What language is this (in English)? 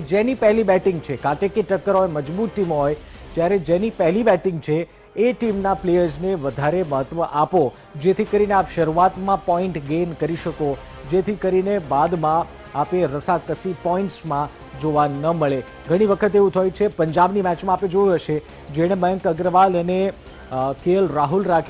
Gujarati